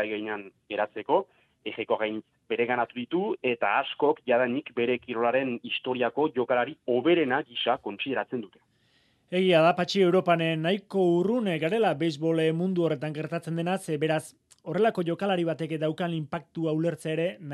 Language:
Basque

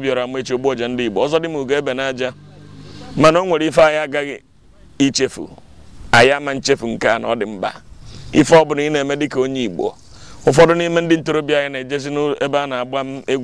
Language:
Igbo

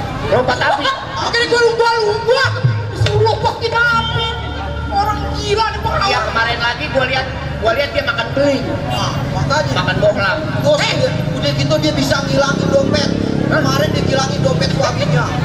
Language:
Betawi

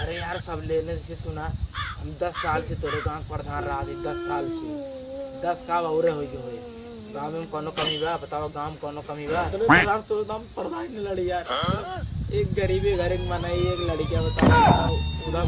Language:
Awadhi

